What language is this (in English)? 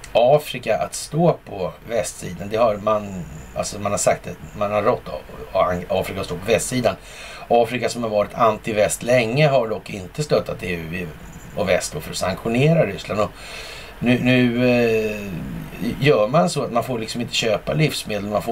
Swedish